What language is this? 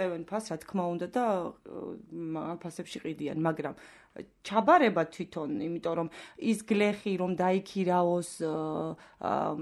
Georgian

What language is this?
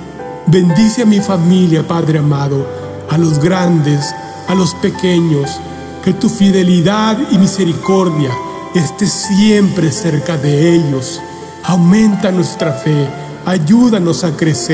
Spanish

